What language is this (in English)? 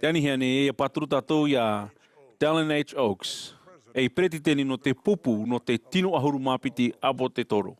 Tahitian